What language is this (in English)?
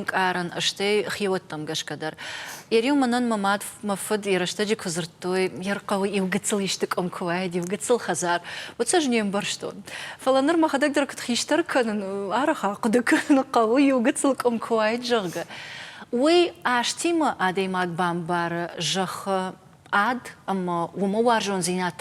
Ossetic